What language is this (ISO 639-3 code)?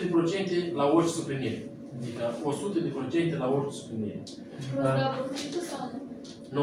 ron